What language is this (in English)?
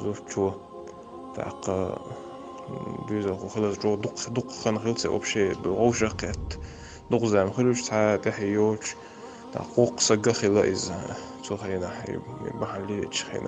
Chechen